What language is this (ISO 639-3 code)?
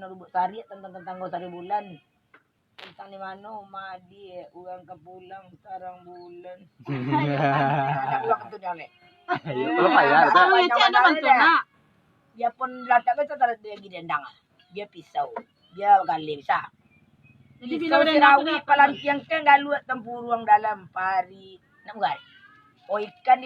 min